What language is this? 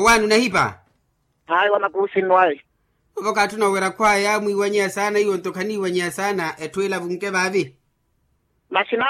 Makhuwa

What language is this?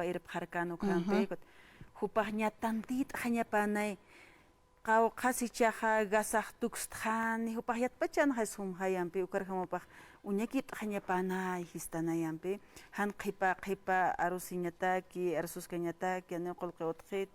Aymara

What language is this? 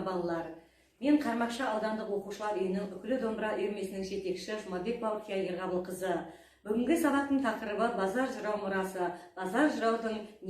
Kazakh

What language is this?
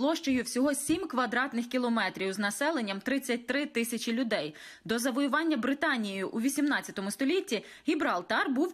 Ukrainian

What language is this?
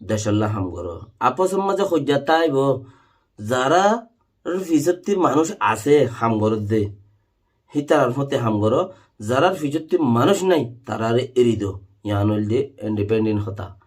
Rohingya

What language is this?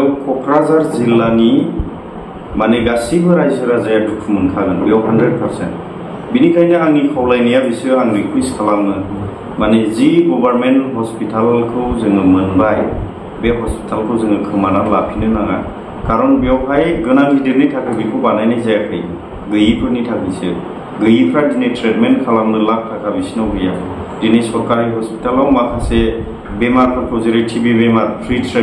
Bodo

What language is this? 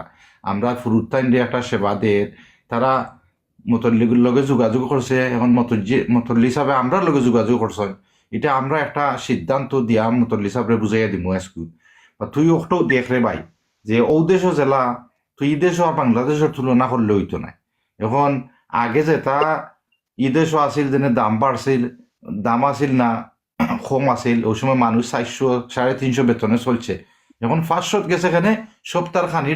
Sylheti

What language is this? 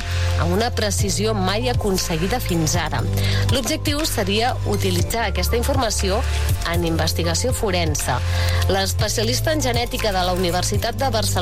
Catalan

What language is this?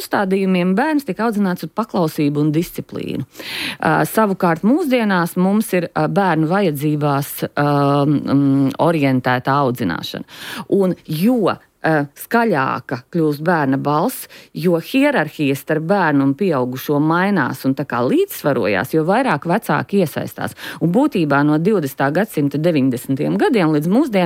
Latvian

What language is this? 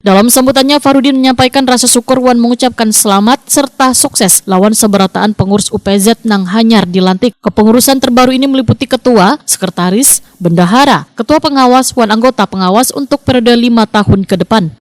Banjar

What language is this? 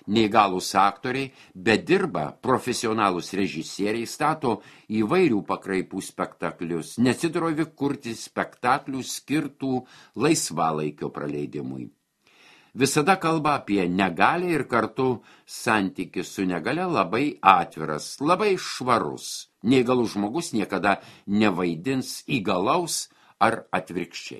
Lithuanian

